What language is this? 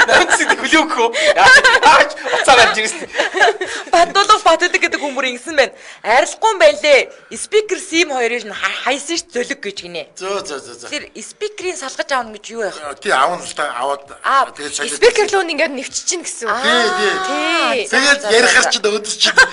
Mongolian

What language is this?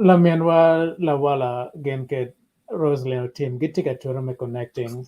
Acoli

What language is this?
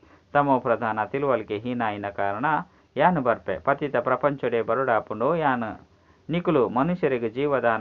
Tulu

